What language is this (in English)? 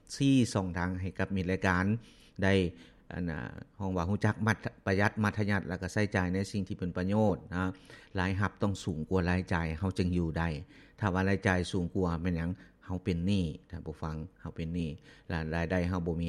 Lao